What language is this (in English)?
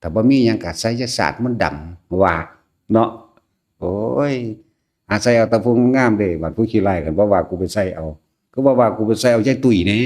Northeastern Thai